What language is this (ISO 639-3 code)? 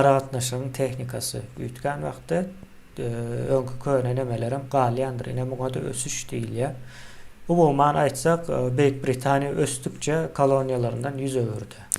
tuk